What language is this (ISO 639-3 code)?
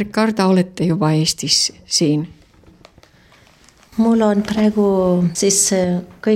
est